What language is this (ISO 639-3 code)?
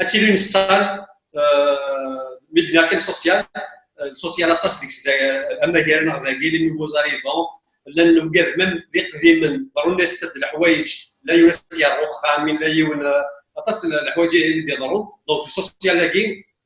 kab